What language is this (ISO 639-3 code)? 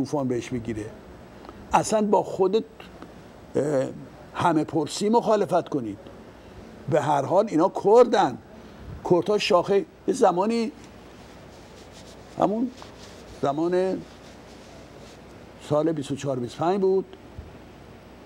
fas